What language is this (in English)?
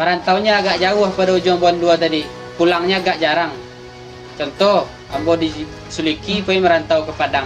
Minangkabau